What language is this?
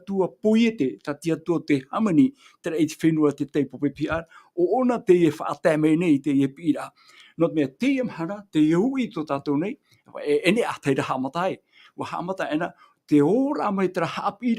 Tahitian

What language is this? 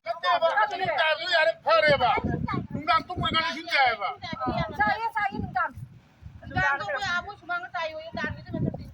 Manipuri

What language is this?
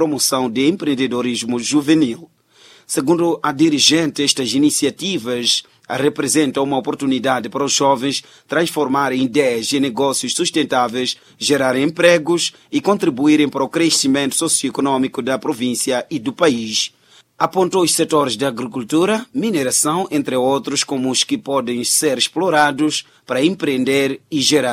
Portuguese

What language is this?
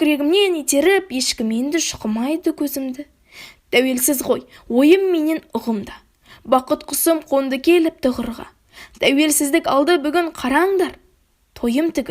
Kazakh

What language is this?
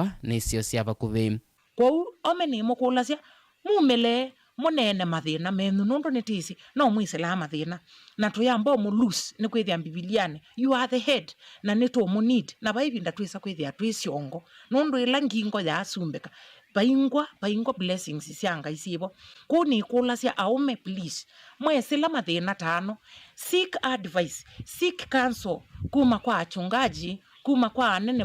Kamba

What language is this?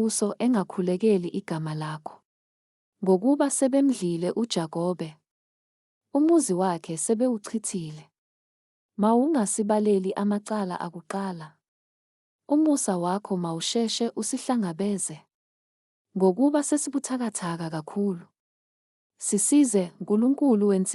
Zulu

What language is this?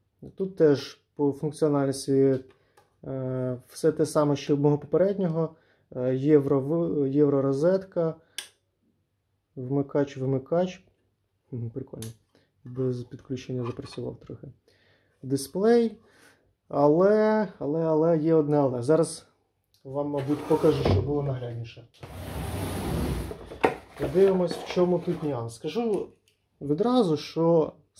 Ukrainian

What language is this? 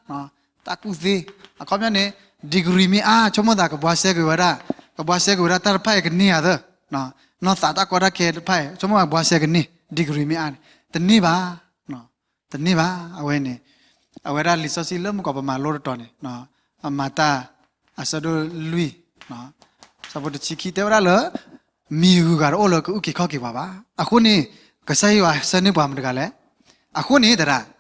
S'gaw Karen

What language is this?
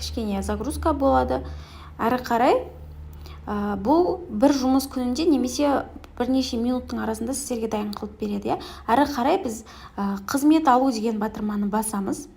Kazakh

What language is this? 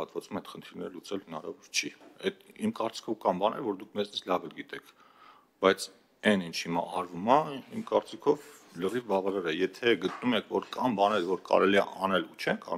Armenian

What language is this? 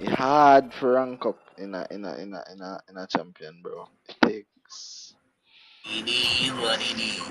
Jamaican Creole English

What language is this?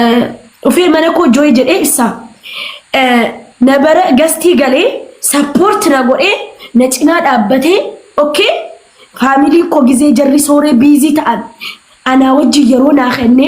Oromo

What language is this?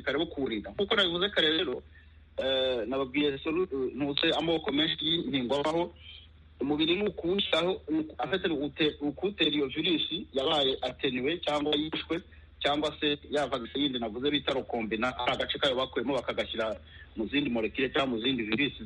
Kinyarwanda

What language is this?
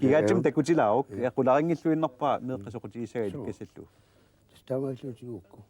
Kalaallisut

